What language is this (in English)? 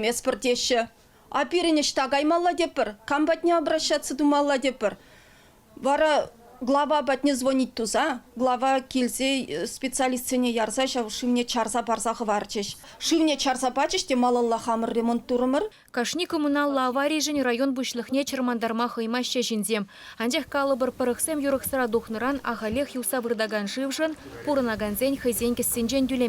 Chuvash